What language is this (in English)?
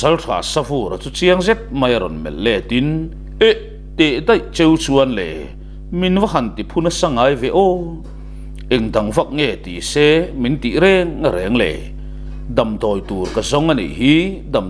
Mizo